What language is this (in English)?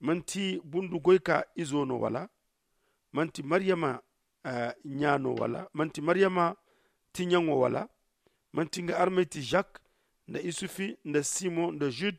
Zarma